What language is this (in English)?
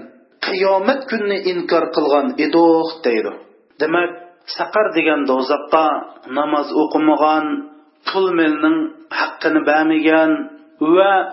Uyghur